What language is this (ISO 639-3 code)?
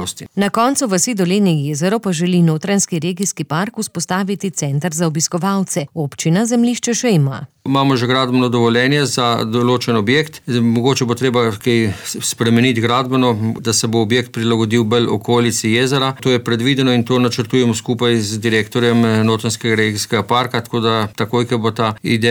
slv